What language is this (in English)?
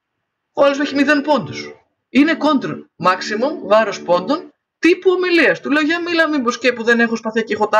Greek